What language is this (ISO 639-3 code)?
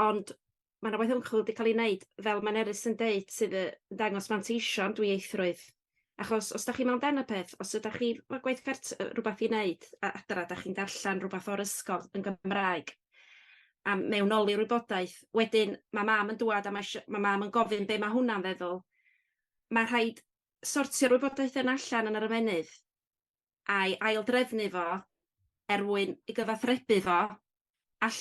cym